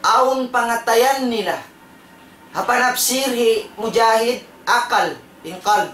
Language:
Tausug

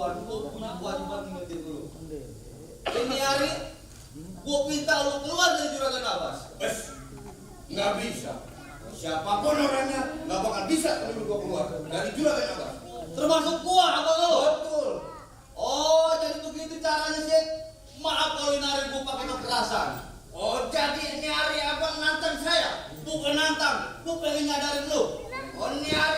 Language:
Betawi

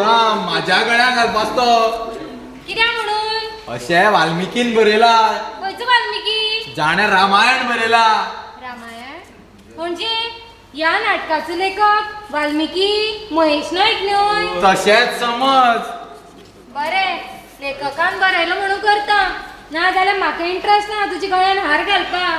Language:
Konkani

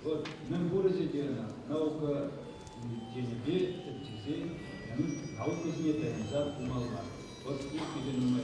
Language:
Chuvash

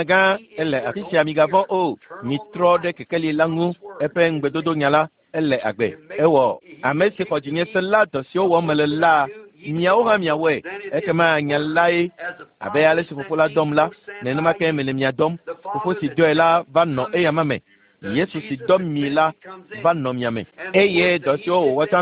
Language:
Ewe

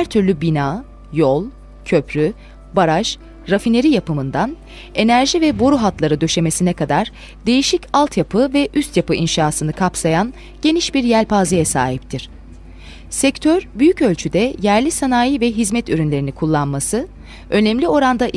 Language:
Turkish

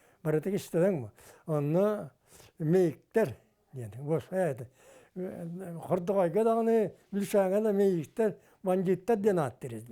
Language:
Yakut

